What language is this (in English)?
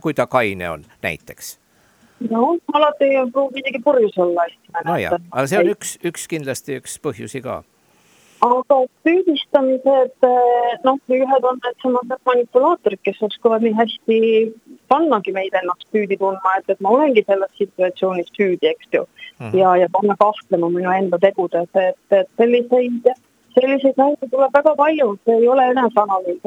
Estonian